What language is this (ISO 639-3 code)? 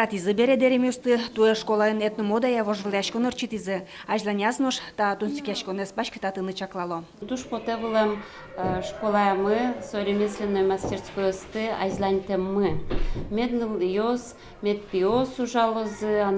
udm